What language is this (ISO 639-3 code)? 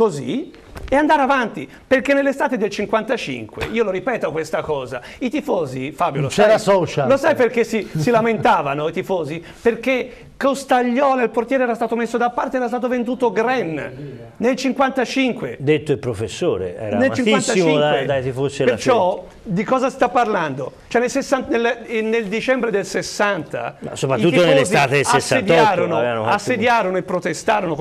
ita